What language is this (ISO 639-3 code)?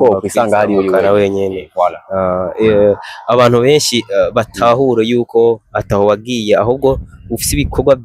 run